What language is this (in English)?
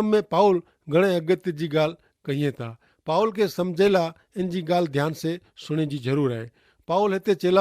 Kachhi